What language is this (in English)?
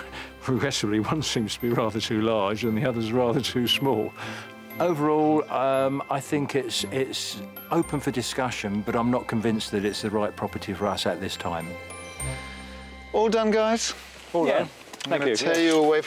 English